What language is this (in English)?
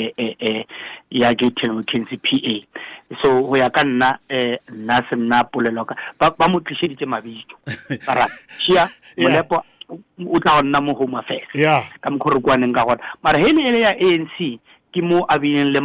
Northern Sotho